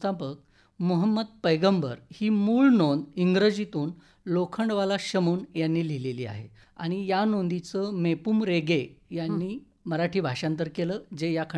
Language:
Marathi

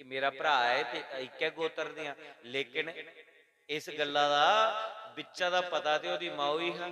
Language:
Dogri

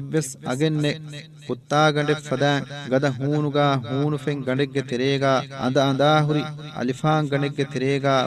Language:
Divehi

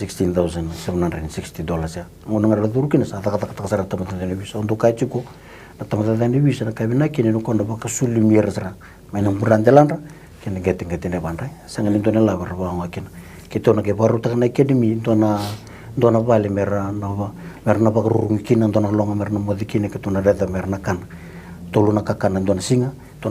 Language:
Fijian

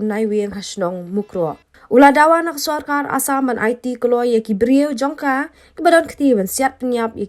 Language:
Khasi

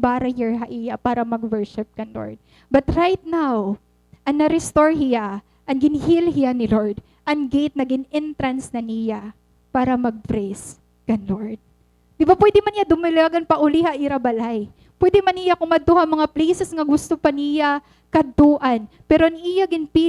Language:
Waray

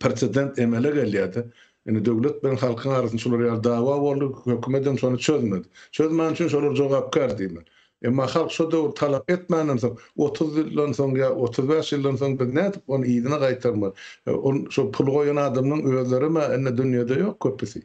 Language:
Turkmen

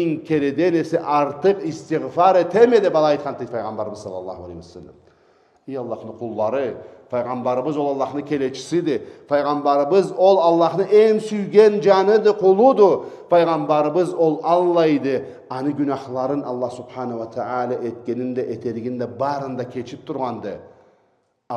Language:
Karachay-Balkar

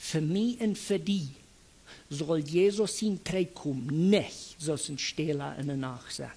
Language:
Plautdietsch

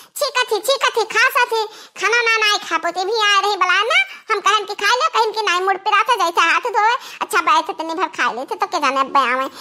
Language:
Awadhi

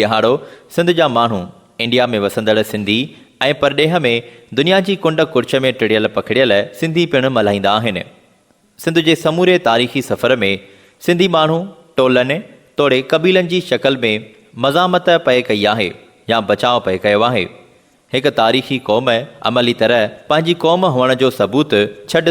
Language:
Sindhi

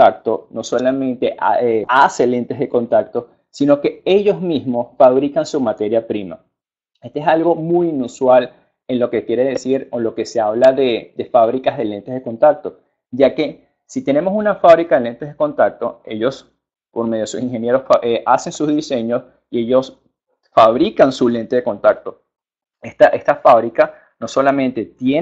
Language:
Spanish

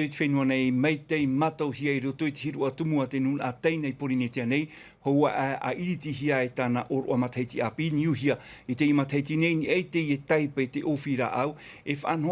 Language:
Tahitian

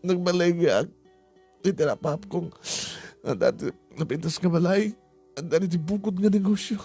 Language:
Iloko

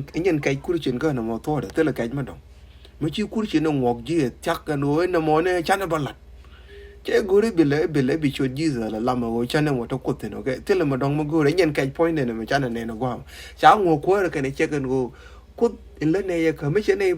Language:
Nuer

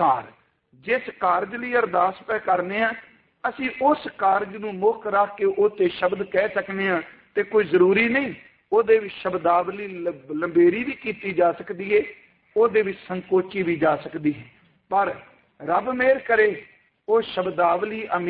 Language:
Punjabi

